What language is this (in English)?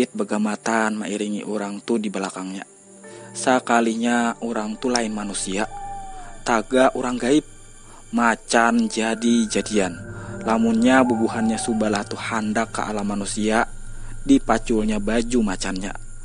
Banjar